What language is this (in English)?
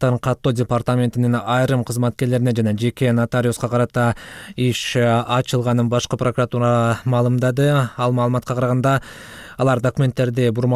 Kyrgyz